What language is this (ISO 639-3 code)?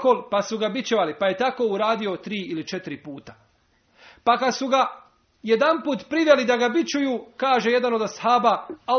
bos